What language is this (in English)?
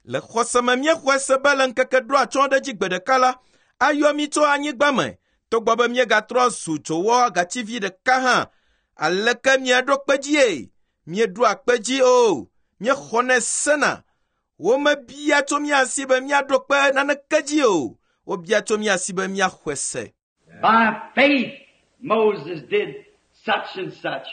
Ewe